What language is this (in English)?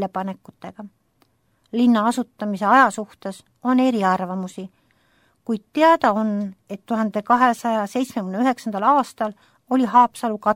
Estonian